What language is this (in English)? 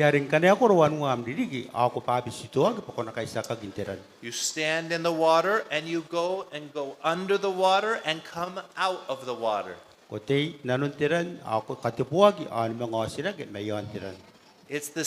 Gilbertese